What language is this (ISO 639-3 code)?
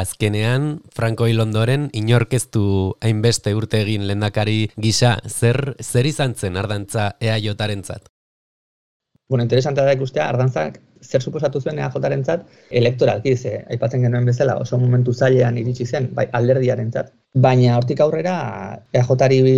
eus